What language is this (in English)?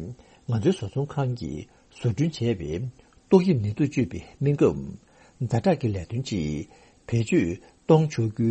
Tibetan